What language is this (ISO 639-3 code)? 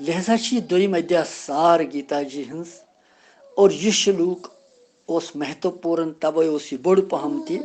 kas